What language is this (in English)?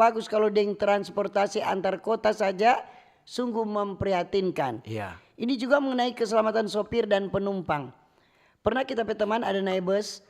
Manado Malay